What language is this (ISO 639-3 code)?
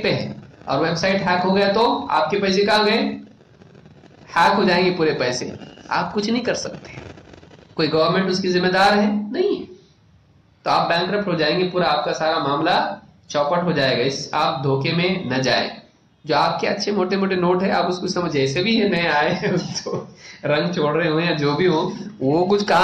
urd